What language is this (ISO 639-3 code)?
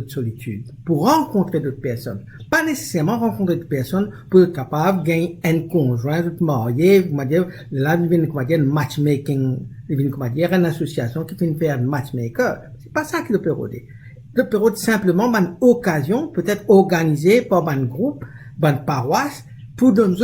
mfe